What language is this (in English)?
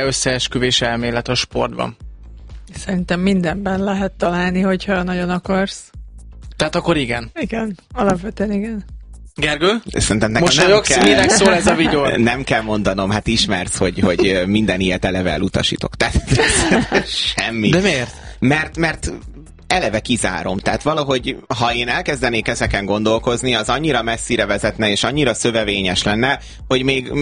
Hungarian